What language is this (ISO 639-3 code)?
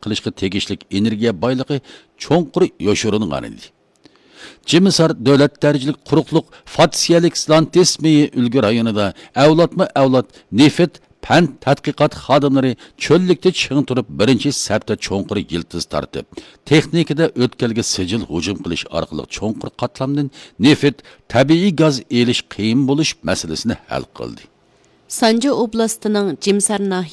uig